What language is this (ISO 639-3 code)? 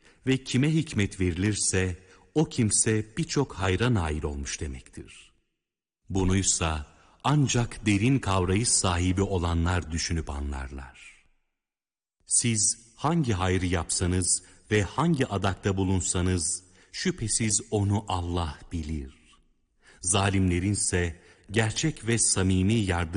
tur